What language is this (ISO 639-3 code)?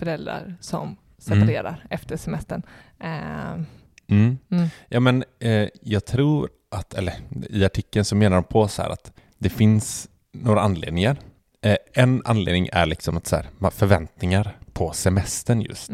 swe